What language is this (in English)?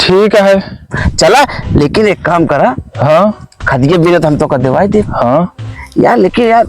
Awadhi